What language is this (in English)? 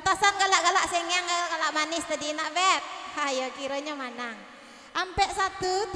Minangkabau